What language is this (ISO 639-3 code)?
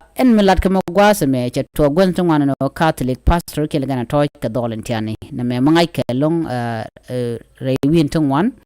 nus